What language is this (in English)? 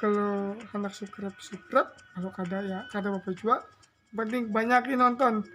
Banjar